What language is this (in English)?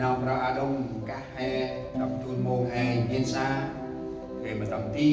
Central Mnong